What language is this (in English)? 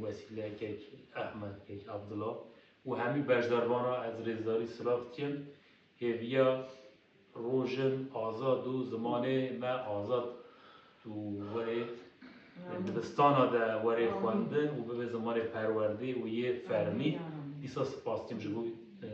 Kurdish